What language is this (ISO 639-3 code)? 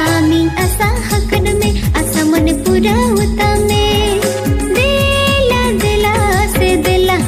sat